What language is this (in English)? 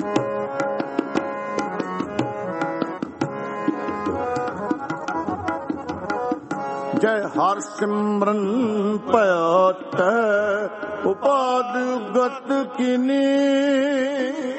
Punjabi